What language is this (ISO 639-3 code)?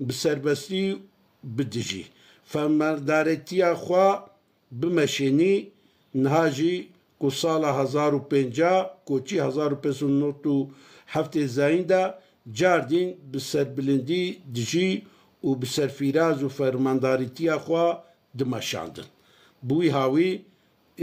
kur